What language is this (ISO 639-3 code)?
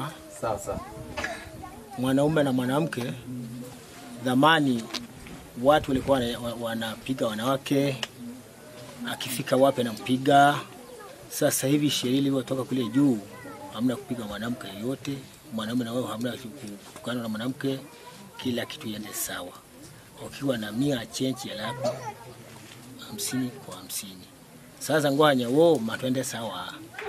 swa